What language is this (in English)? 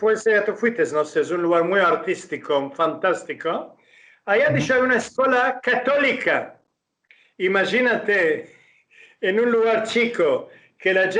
Ladino